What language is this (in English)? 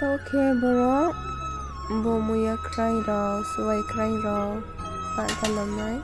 Riang (India)